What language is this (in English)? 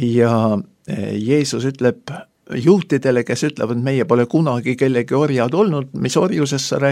Estonian